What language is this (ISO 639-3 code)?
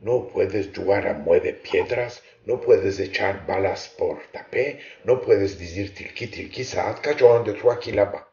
lad